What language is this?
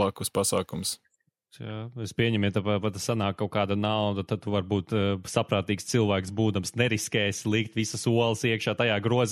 Latvian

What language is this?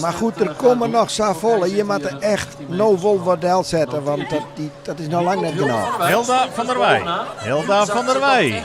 Western Frisian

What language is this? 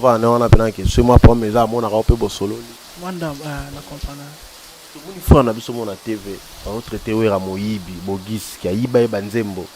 Lingala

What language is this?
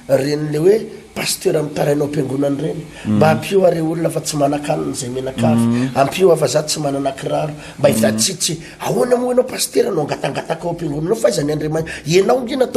Malagasy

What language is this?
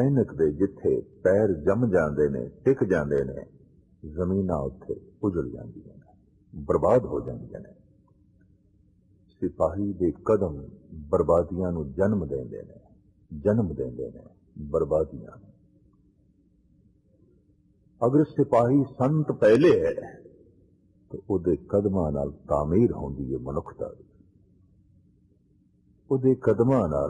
Punjabi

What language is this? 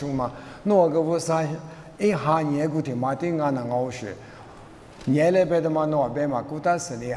Lisu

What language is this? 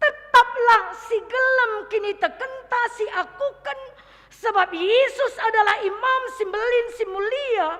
Batak Karo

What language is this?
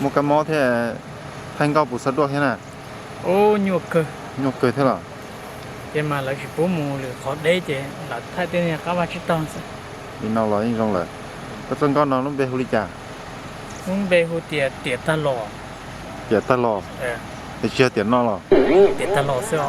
Hmong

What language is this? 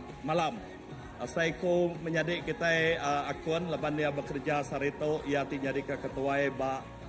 Iban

